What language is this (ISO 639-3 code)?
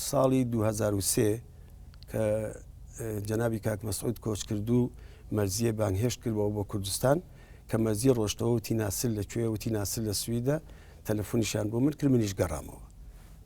ckb